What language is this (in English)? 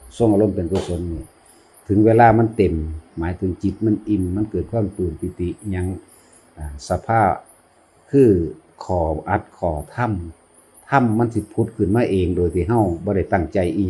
Northeastern Thai